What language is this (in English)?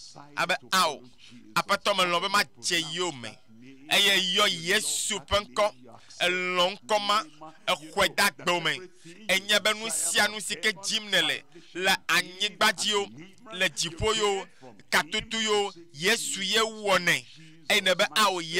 Ewe